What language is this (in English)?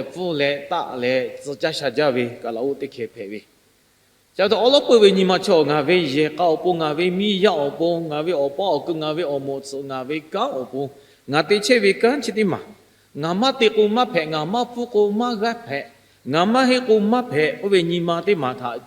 Lahu